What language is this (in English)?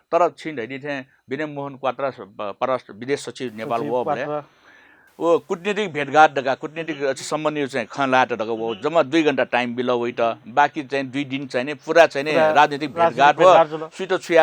Newari